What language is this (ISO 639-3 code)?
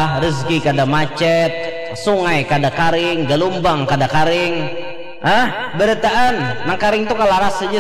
bjn